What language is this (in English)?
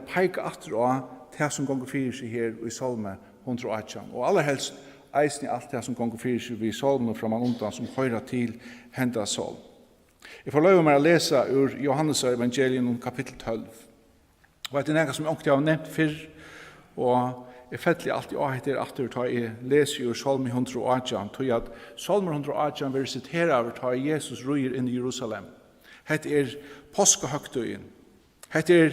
Faroese